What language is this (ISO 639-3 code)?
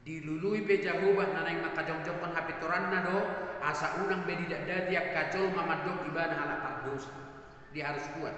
bbc